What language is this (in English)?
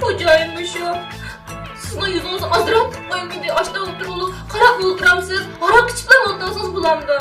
Uyghur